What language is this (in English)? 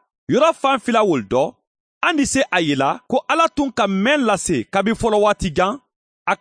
Mandingo